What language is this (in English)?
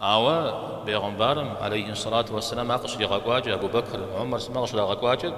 Kabardian